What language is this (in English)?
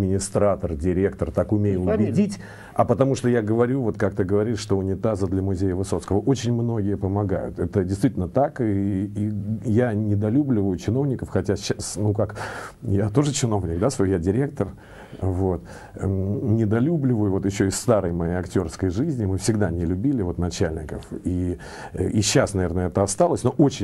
Russian